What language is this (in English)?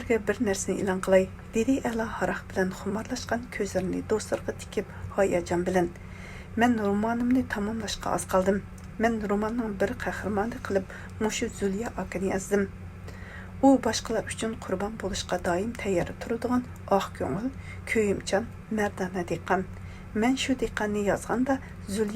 Uyghur